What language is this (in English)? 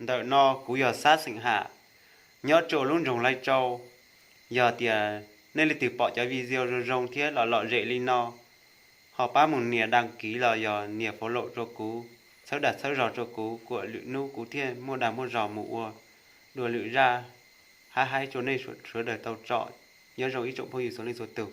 Hmong